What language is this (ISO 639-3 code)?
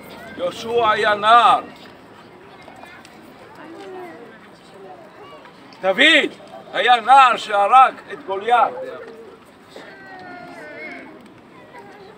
heb